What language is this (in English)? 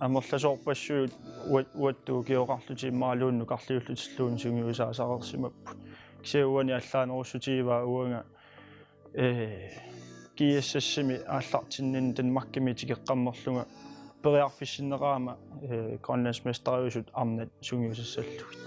Kalaallisut